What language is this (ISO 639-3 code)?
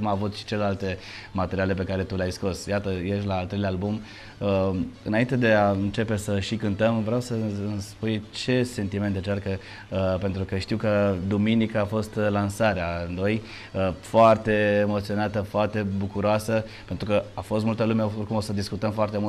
ron